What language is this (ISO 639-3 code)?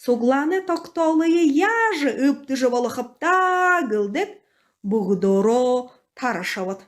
bua